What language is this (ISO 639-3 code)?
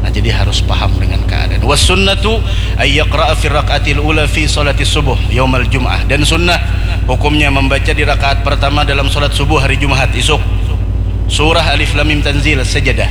bjn